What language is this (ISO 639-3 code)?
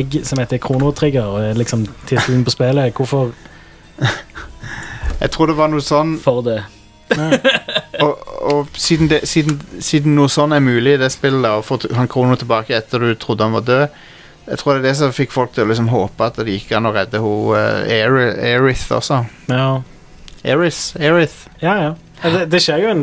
nor